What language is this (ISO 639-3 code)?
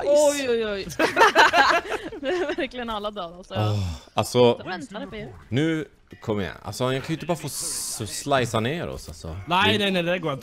swe